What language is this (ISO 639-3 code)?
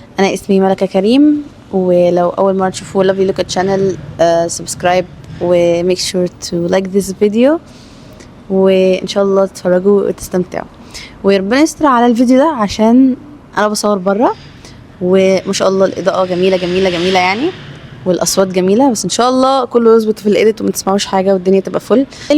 arz